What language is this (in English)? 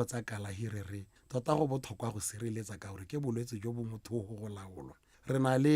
Tswana